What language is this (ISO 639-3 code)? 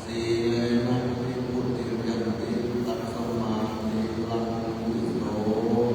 pli